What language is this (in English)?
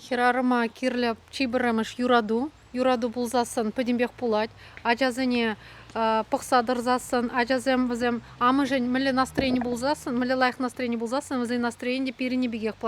Chuvash